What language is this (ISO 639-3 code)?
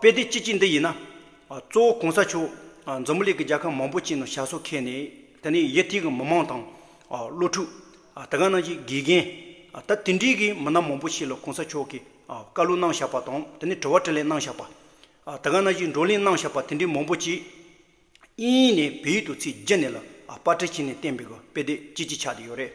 bod